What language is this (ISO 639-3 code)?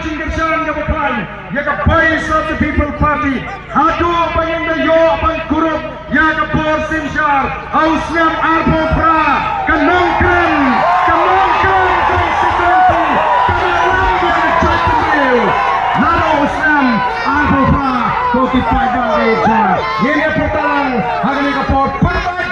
kha